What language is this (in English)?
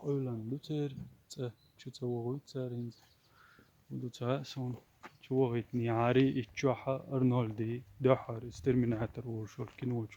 Chechen